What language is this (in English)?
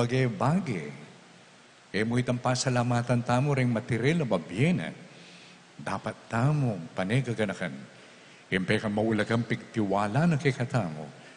Pampanga